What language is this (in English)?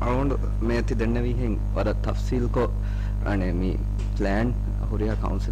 Divehi